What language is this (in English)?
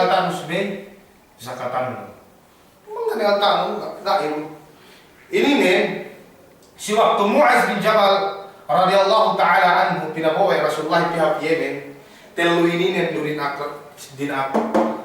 Yakan